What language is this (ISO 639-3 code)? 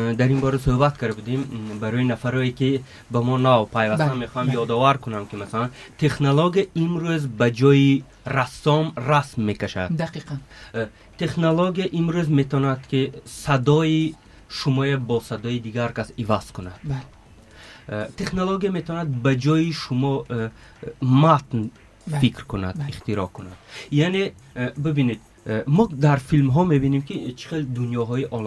tgk